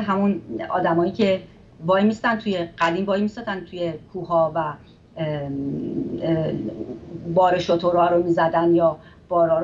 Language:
Persian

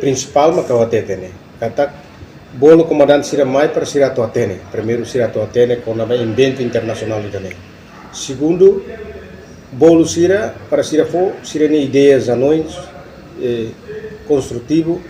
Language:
Tetum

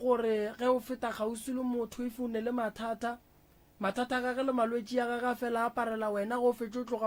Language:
Northern Sotho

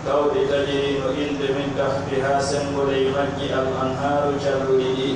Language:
Pular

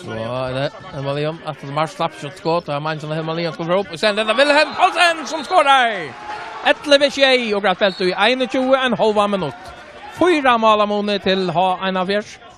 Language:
Faroese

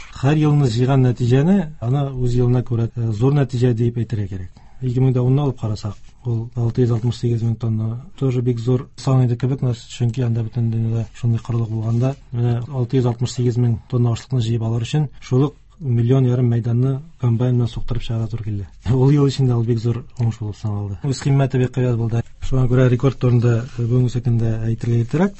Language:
Tatar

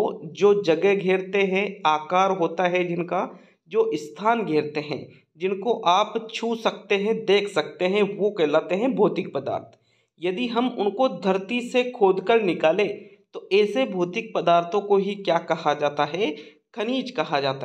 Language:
Hindi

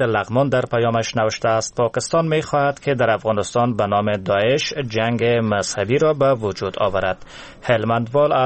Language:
Persian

